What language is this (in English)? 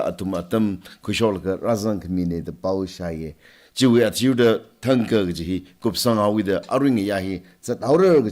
Tangkhul Naga (India)